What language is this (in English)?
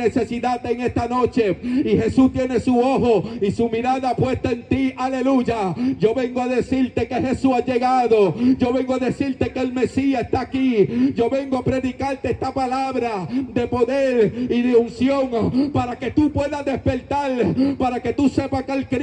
Spanish